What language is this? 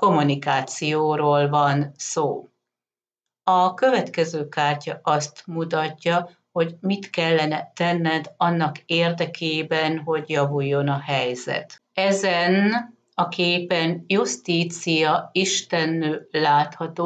Hungarian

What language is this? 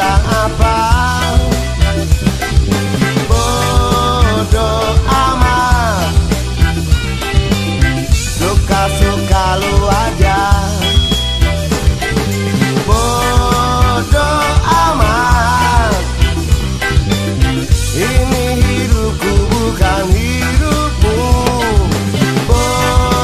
Indonesian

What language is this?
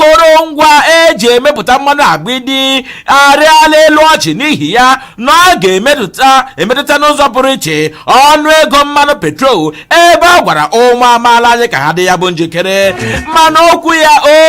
Igbo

